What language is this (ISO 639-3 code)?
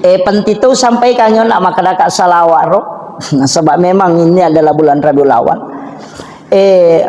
bug